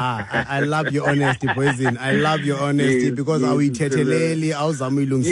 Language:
Xhosa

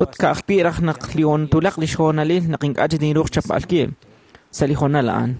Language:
Kekchí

